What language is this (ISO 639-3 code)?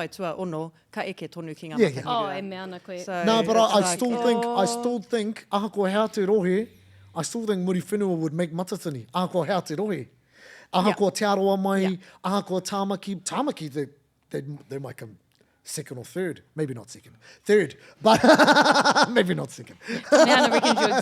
mri